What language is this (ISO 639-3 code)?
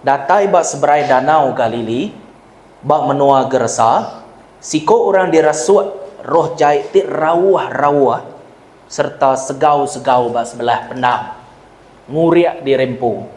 iba